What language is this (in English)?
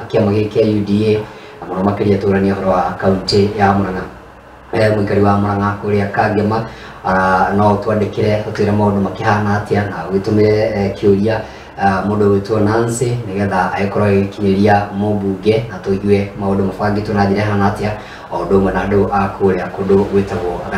Kikuyu